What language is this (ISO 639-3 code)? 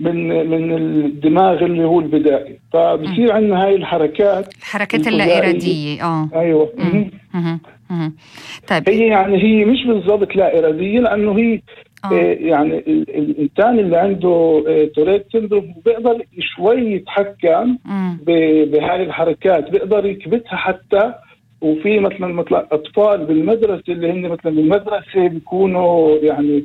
apc